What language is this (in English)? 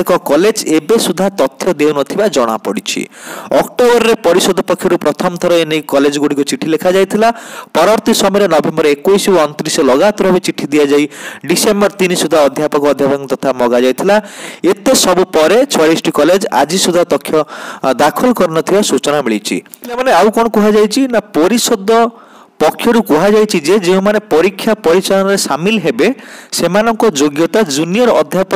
Odia